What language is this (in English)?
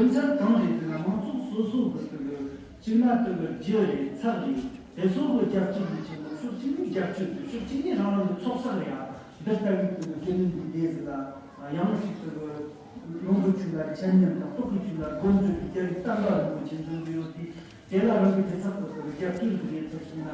Tibetan